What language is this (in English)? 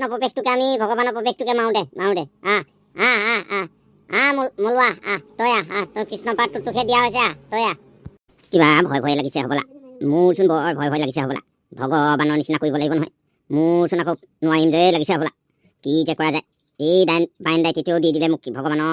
Assamese